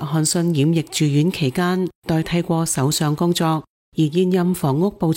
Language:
Cantonese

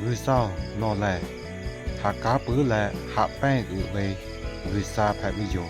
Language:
Lahu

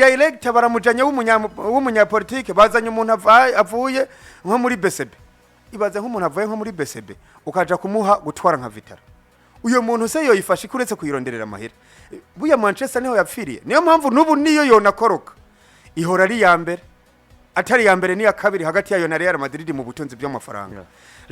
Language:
Rundi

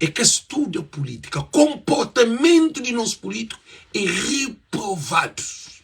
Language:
Kabuverdianu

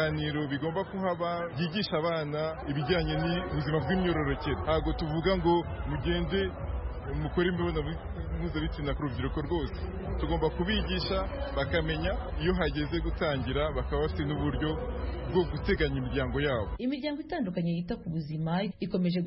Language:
Kinyarwanda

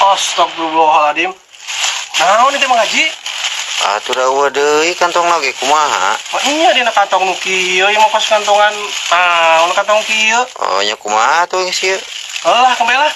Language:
Sundanese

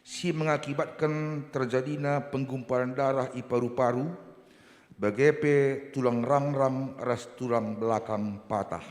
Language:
Batak Karo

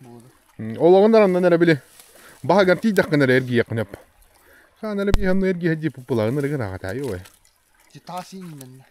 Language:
Yakut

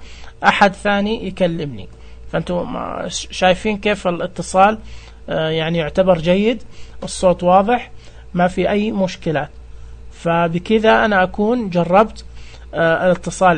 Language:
Najdi Arabic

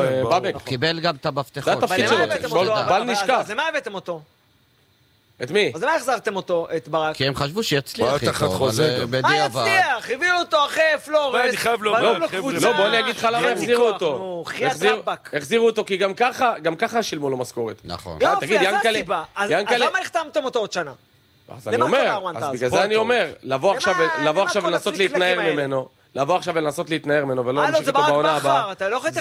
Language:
Hebrew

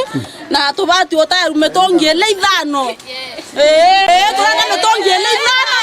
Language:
Meru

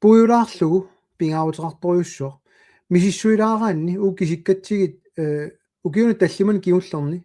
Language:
Kalaallisut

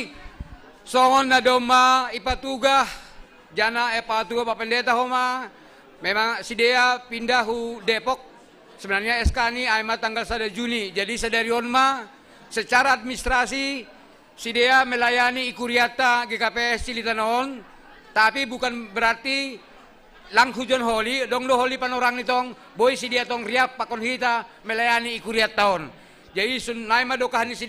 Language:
Batak Simalungun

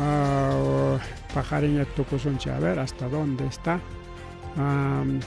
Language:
Ayacucho Quechua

